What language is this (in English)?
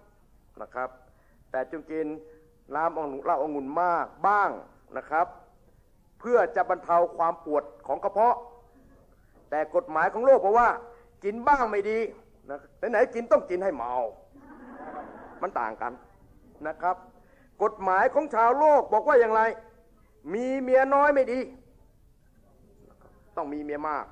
Thai